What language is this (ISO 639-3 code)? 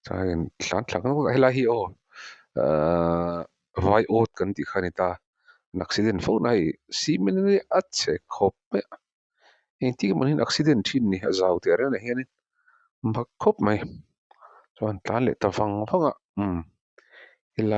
lus